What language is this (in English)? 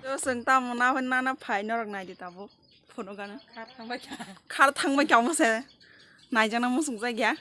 Kok Borok